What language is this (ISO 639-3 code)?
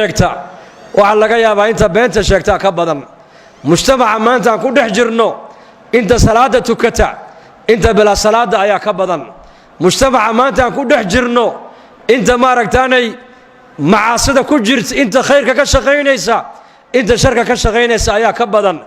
som